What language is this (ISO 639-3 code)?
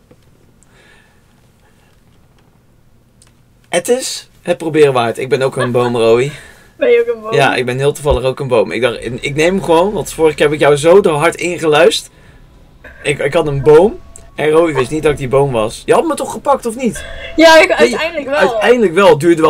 nld